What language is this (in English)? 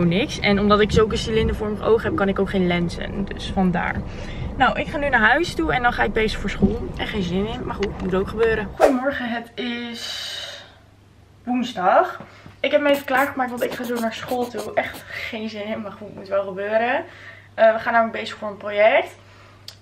Dutch